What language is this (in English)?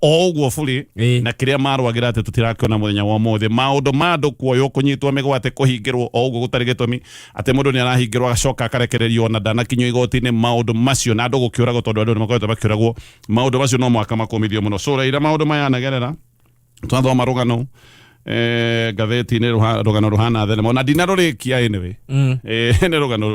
Kikuyu